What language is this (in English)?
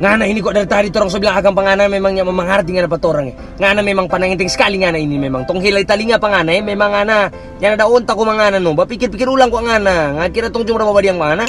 Manado Malay